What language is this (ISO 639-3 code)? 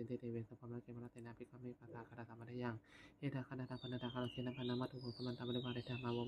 pli